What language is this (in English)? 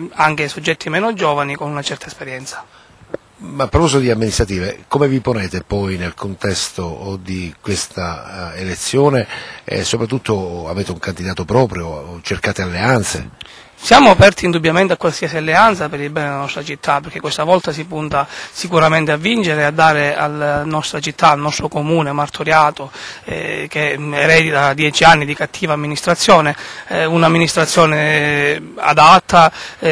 Italian